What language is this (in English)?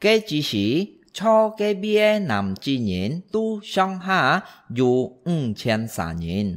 Hakka Chinese